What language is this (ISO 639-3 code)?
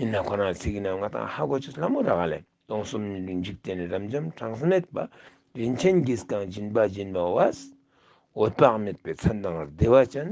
lbj